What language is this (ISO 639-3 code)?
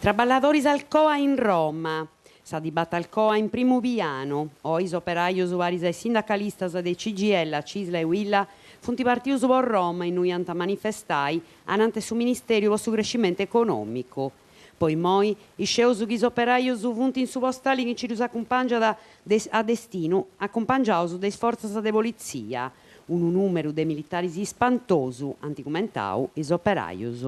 srd